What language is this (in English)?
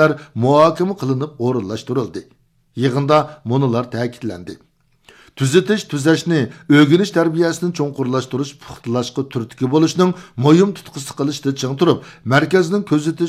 Uyghur